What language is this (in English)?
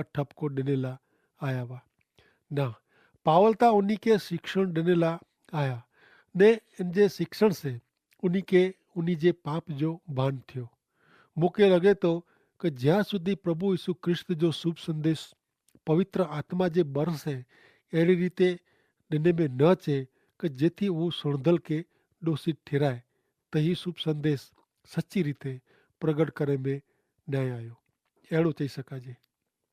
Kachhi